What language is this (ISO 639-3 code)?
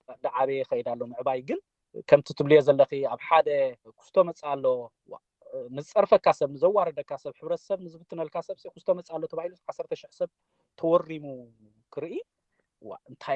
tir